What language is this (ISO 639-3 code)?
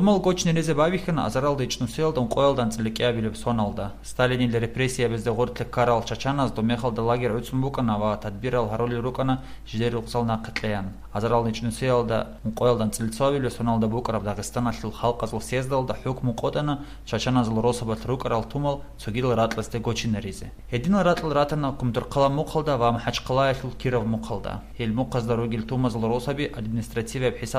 ava